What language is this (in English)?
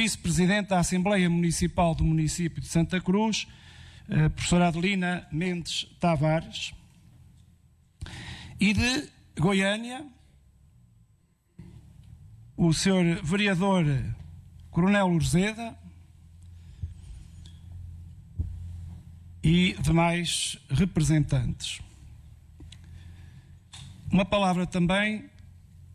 Portuguese